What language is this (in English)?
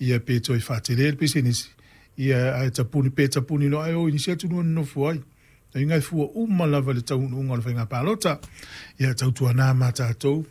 Samoan